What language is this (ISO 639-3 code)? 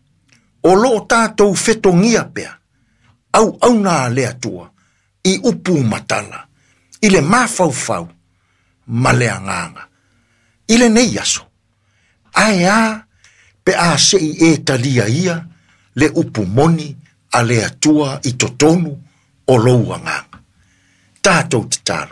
smo